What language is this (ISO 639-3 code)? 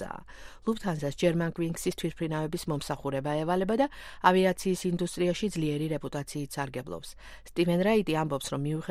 kat